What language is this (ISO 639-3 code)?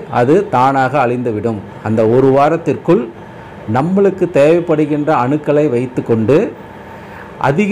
tam